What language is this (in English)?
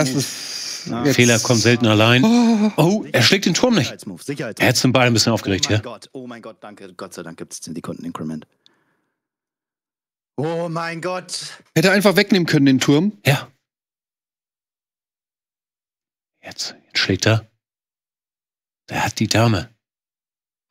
German